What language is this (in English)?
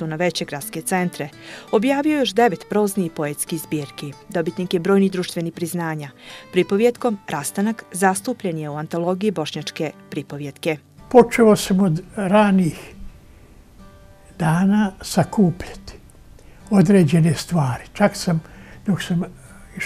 Bosnian